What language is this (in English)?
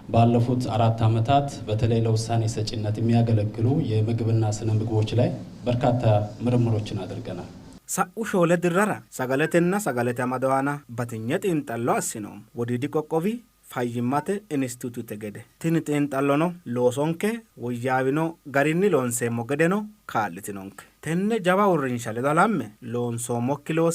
Sidamo